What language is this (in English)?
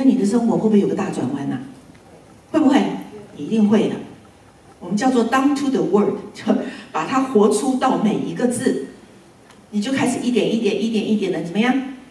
Chinese